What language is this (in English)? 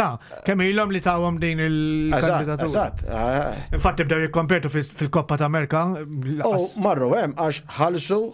Maltese